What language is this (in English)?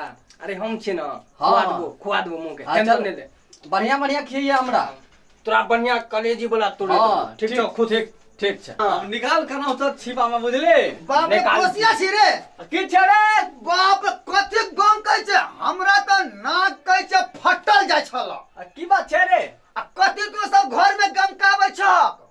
Maithili